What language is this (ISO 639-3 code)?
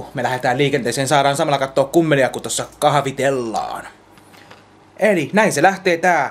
fin